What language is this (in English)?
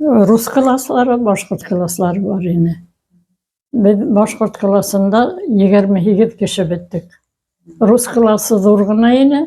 Bashkir